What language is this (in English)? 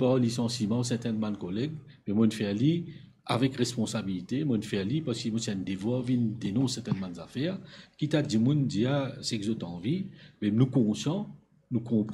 Morisyen